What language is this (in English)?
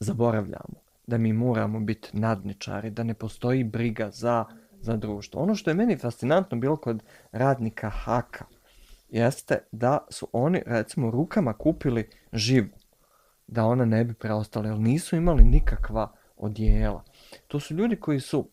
Bosnian